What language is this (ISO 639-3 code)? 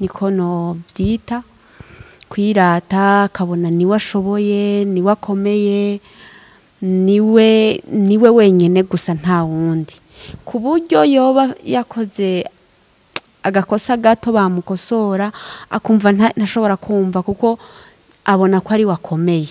run